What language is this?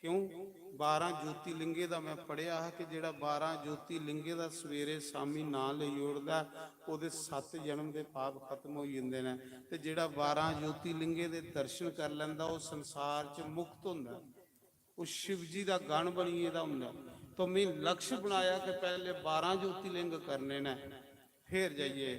Dogri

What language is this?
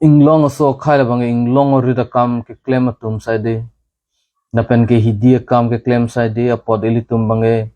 Karbi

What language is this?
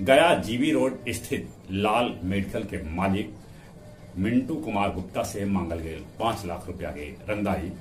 Magahi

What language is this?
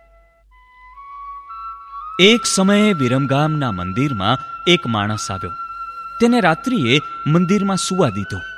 Gujarati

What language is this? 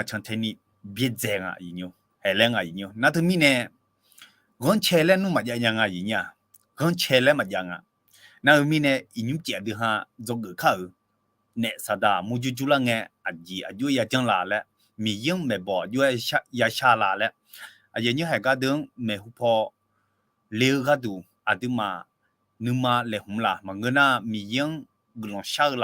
Akha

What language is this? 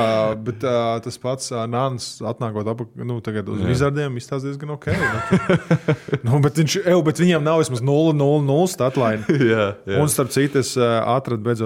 Latvian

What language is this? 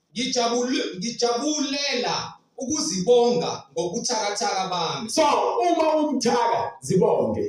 Zulu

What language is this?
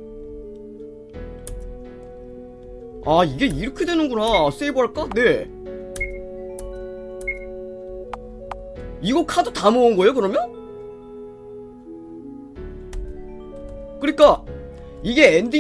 Korean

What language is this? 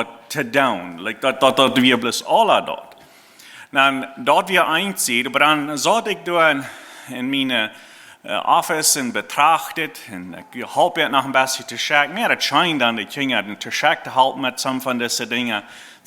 Plautdietsch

